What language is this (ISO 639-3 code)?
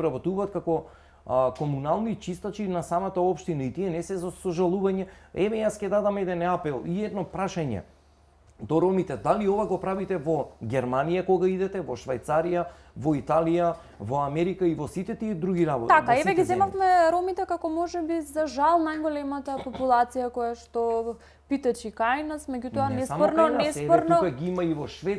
mkd